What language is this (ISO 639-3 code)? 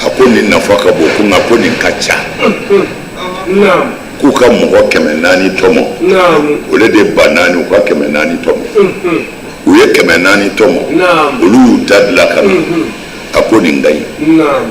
bam